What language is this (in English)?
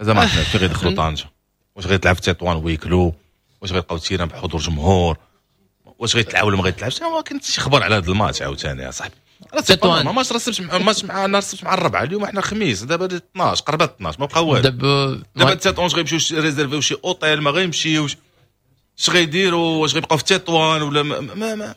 Moroccan Arabic